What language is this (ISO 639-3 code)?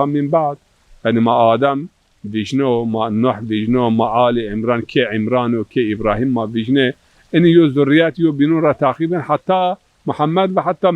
zza